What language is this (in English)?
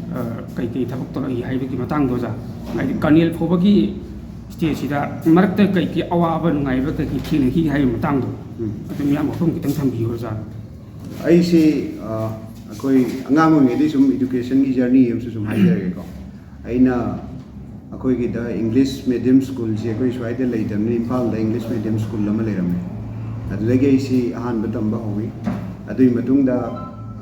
Manipuri